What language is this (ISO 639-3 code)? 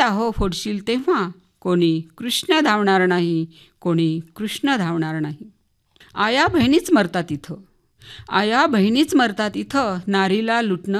mar